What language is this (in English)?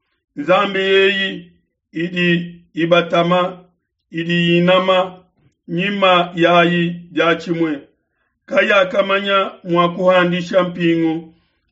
Luba-Lulua